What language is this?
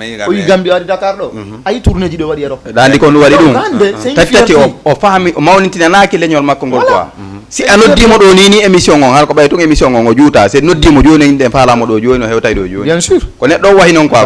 Fula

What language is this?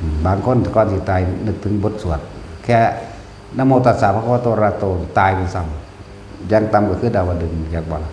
Northeastern Thai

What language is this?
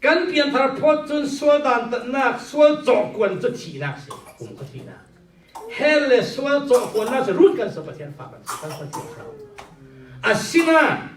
Falam Chin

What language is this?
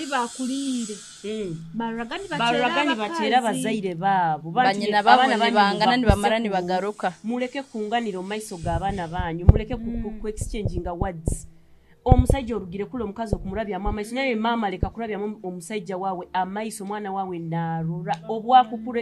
Nyoro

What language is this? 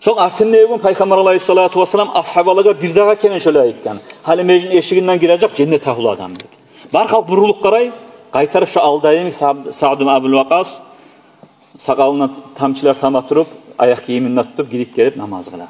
Kumyk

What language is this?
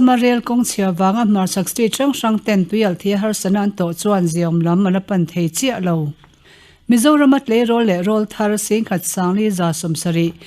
Mizo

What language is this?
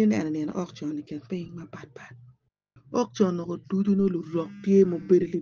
Acoli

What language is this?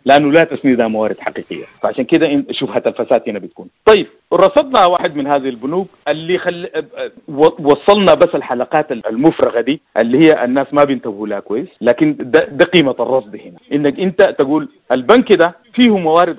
Sudanese Arabic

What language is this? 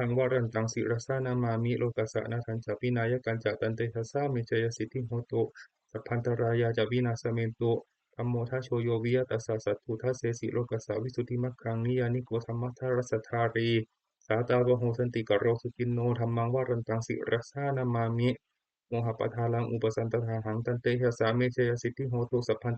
Pali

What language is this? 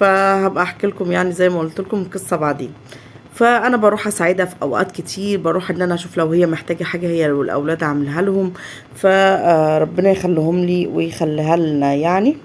Egyptian Arabic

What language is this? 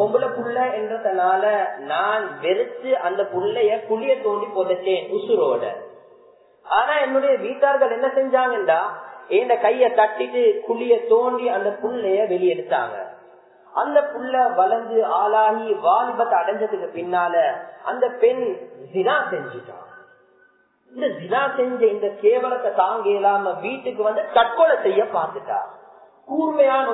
Tamil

